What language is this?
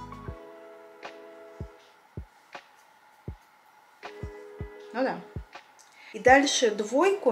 Russian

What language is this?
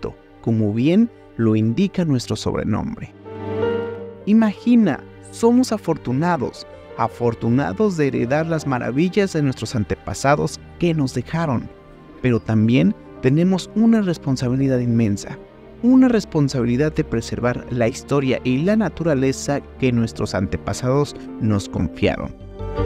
Spanish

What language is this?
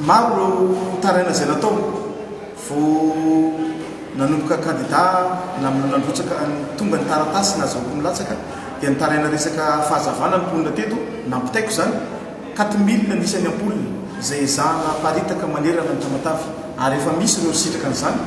Malagasy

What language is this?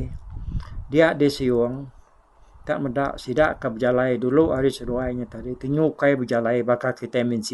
Iban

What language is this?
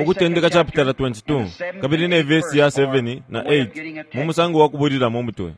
Bemba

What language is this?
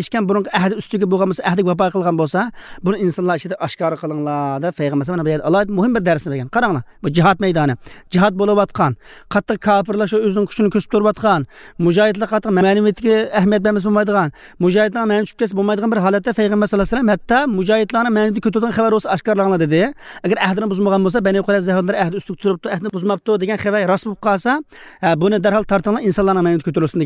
Uyghur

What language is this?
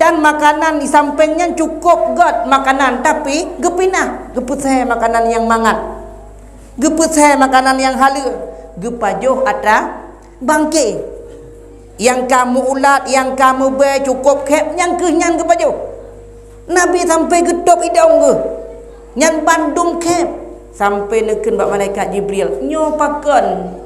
Achinese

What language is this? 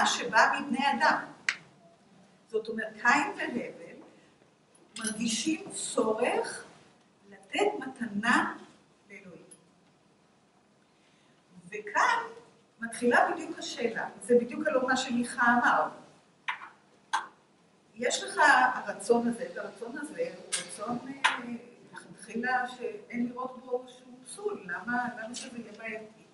Hebrew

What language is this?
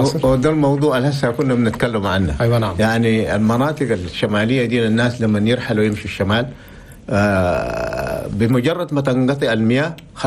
Chadian Arabic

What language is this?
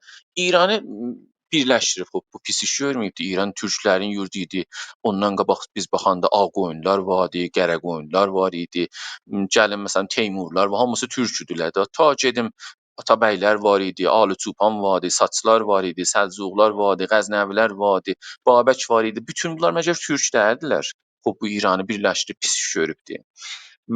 South Azerbaijani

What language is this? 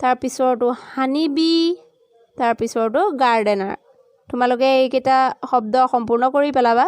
Assamese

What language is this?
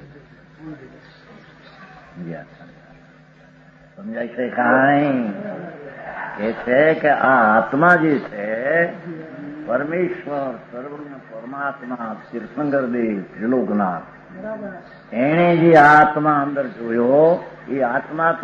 Gujarati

